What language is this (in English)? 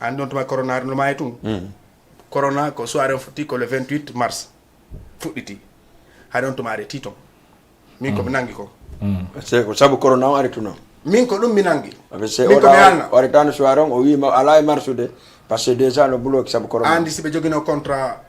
Fula